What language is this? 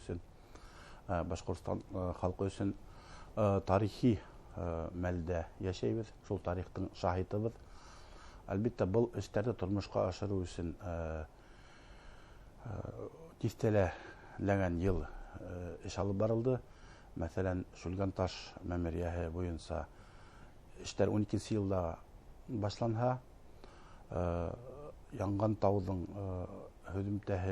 Bashkir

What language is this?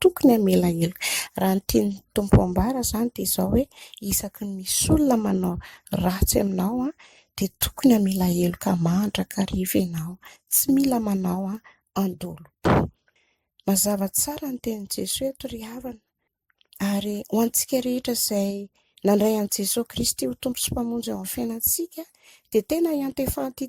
Malagasy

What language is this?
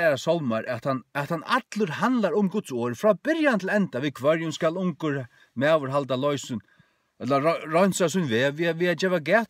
Faroese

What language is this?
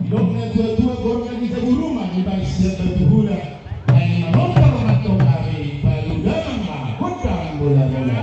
Batak Toba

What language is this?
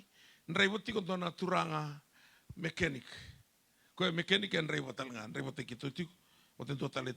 Fijian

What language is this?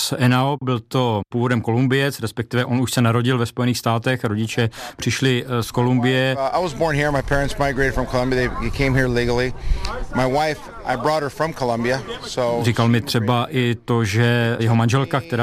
Czech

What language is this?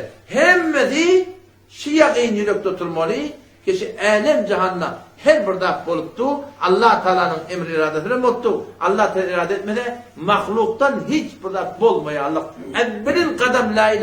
Turkmen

